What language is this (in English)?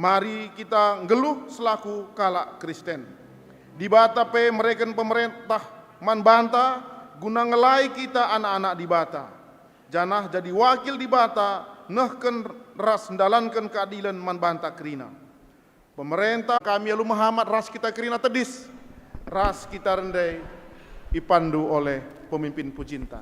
Batak Karo